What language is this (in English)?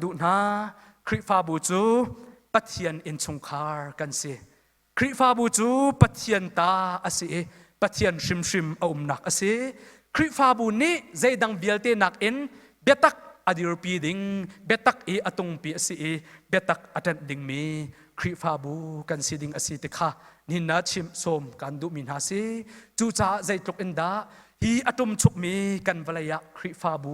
Hakha Chin